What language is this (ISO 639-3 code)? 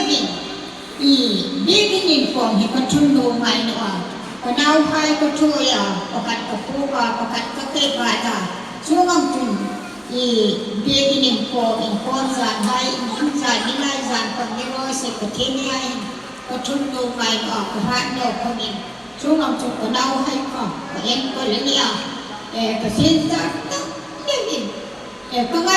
hmr